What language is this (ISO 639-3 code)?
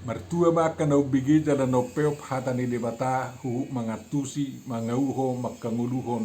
bbc